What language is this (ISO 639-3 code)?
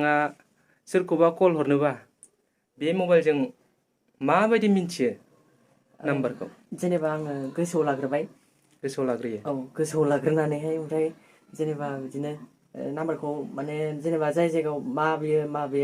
brx